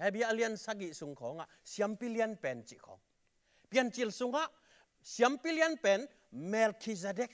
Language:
Tedim Chin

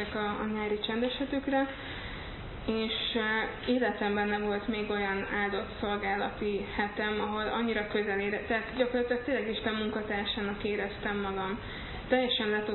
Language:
Hungarian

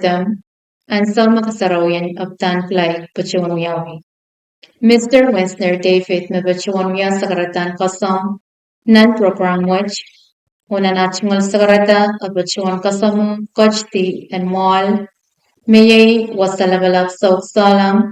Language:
Pohnpeian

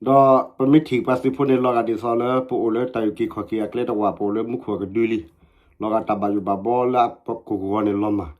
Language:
S'gaw Karen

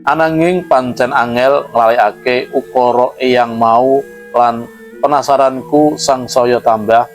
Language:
Javanese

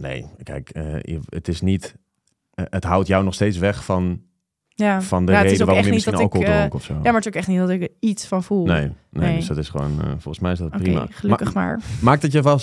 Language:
Dutch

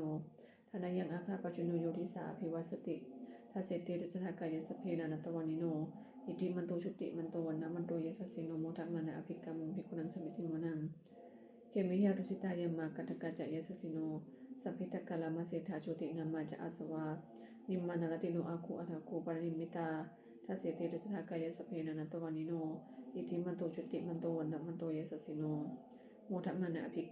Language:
Pali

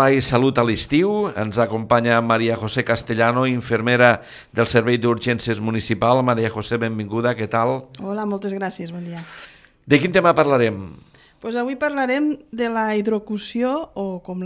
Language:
Catalan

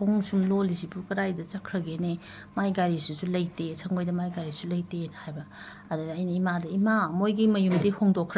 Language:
Manipuri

